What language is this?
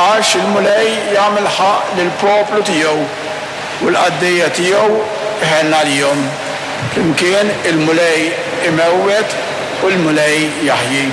Maltese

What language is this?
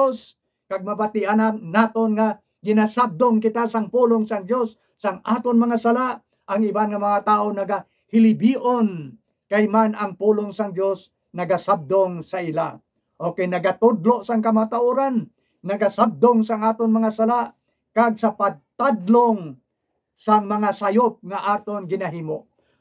Hiligaynon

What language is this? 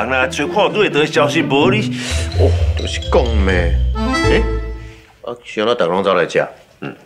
Min Nan Chinese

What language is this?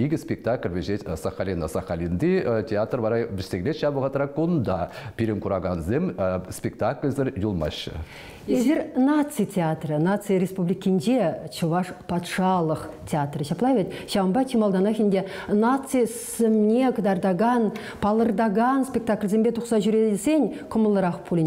Chuvash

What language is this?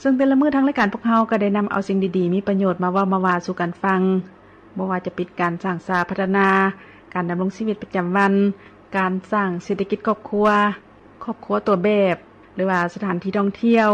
Lao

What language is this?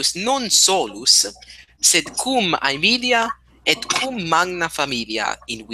Latin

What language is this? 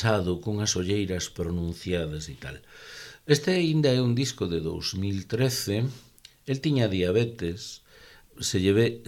Galician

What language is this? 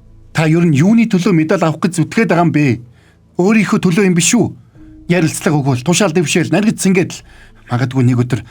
Mongolian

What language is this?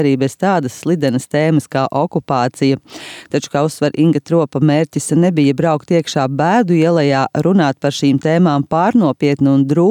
Latvian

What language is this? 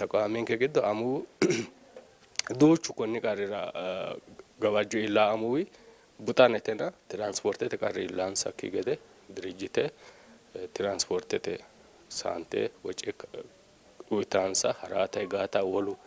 Sidamo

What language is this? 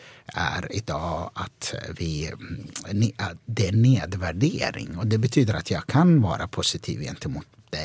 Swedish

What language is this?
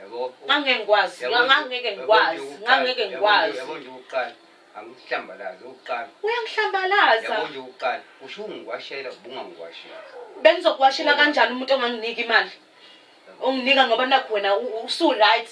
Zulu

